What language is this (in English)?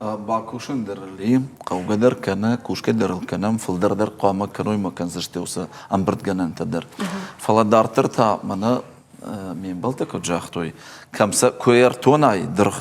Ossetic